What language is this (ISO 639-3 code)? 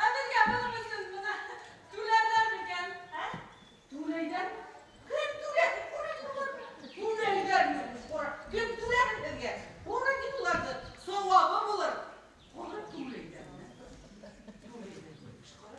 bak